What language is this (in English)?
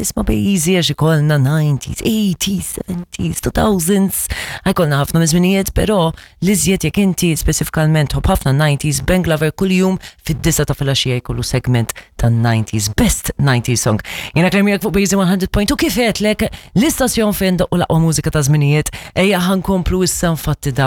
Maltese